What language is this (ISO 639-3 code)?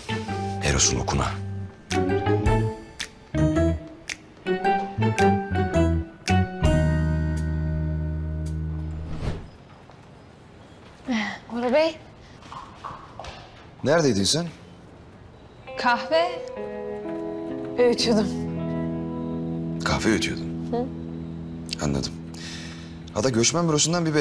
tur